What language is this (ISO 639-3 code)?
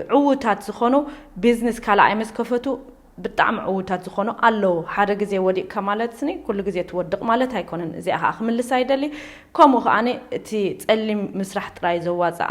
tir